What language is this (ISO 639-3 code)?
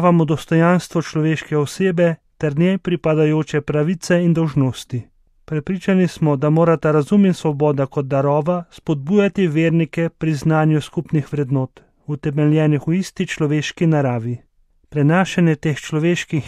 slv